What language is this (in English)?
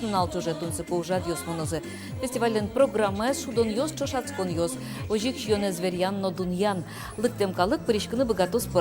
Udmurt